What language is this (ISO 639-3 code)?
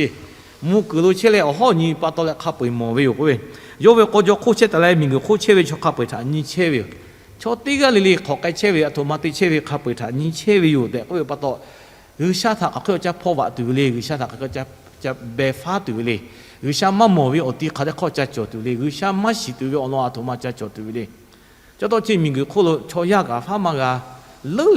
lhu